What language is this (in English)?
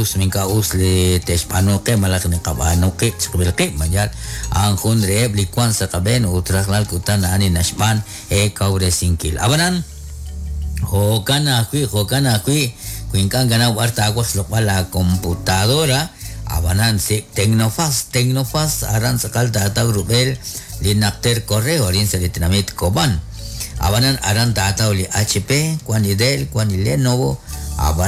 Kekchí